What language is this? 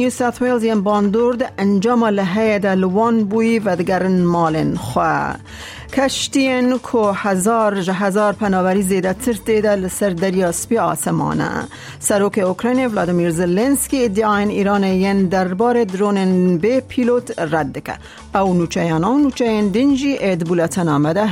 Kurdish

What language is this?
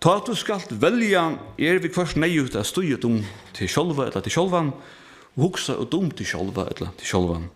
Faroese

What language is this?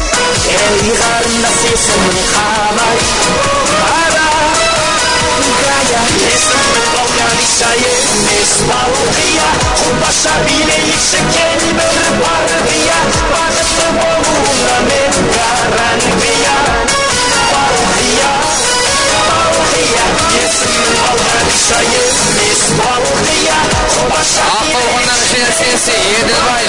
Kara-Kalpak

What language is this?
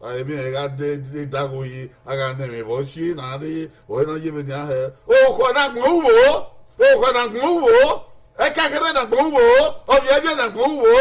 Bini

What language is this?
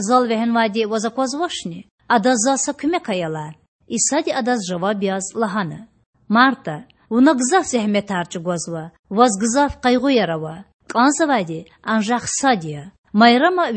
Lezghian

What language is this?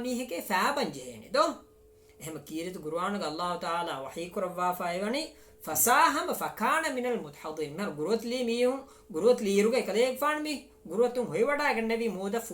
Divehi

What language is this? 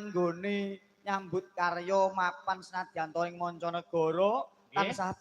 Javanese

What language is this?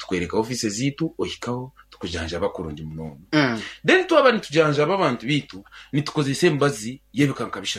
Nyankole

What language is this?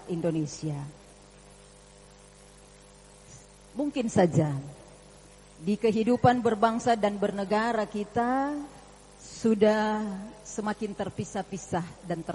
Indonesian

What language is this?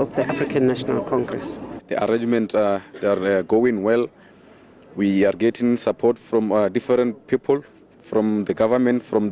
Venda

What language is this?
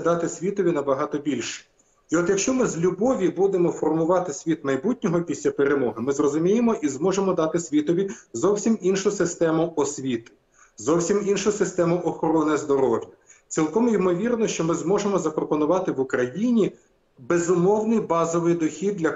Ukrainian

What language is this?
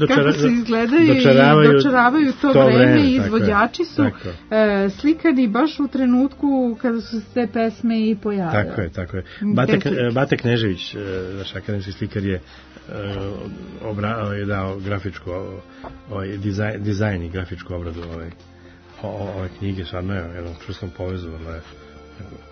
Serbian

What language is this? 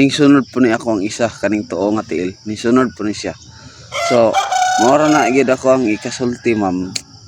Cebuano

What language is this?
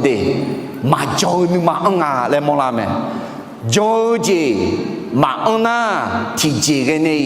Akha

